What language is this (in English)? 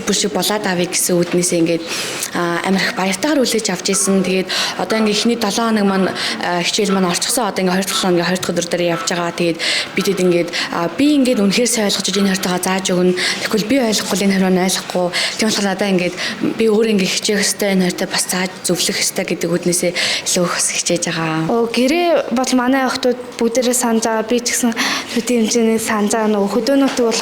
Mongolian